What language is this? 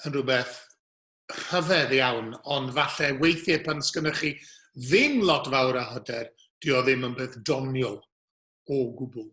Welsh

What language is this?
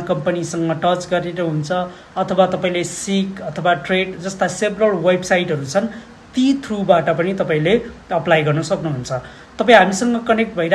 Nepali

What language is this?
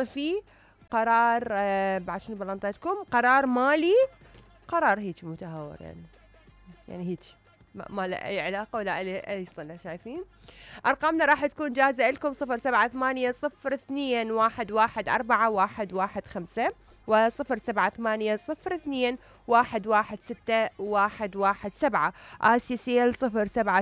Mesopotamian Arabic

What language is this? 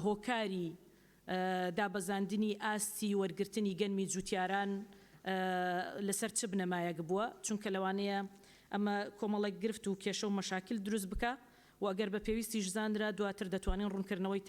Central Kurdish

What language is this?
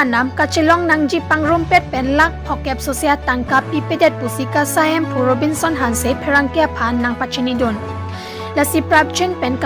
Karbi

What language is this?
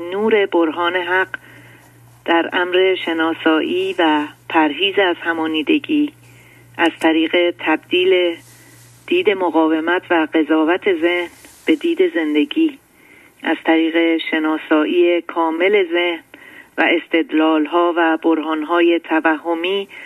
Persian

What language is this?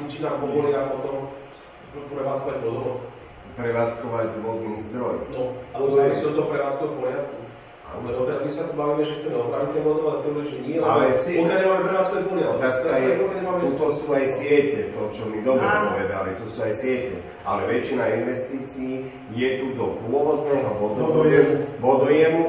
Slovak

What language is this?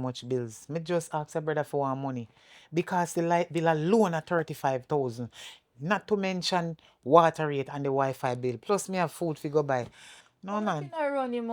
Jamaican Creole English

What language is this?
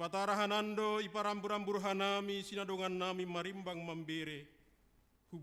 Batak Simalungun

